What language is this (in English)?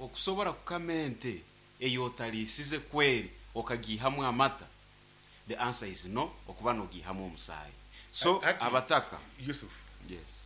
Nyankole